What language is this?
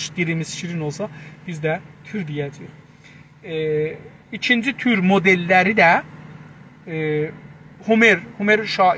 South Azerbaijani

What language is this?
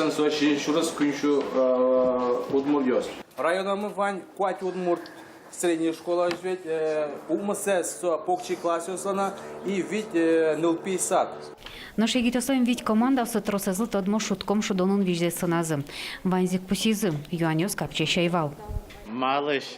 Udmurt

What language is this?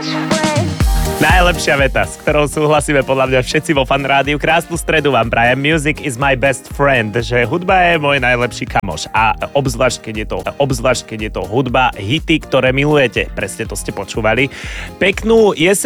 Slovak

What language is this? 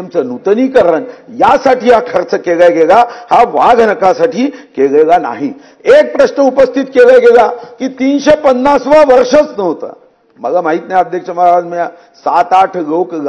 Marathi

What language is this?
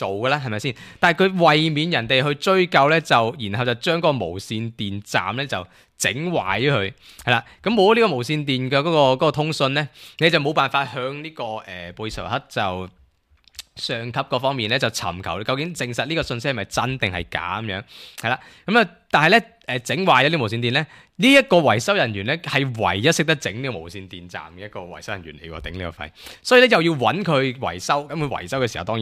Cantonese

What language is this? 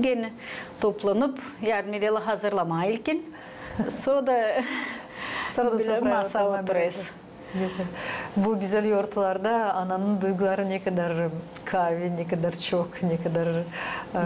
Gagauz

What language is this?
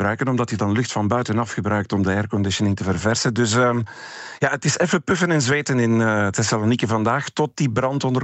Dutch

